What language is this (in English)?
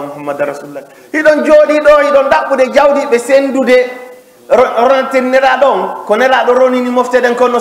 Fula